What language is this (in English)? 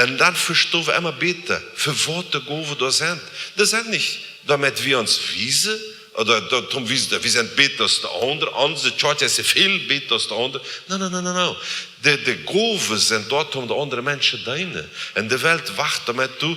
Plautdietsch